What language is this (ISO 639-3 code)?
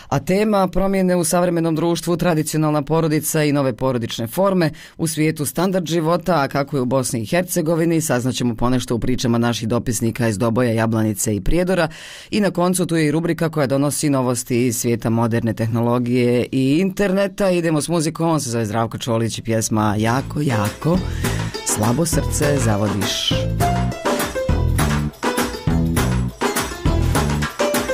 bos